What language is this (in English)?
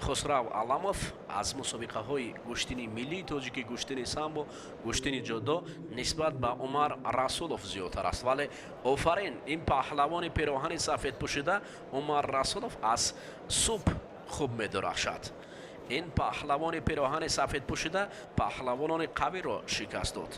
Tajik